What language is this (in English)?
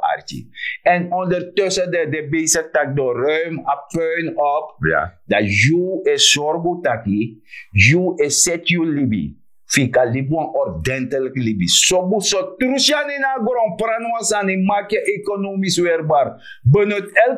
Sranan Tongo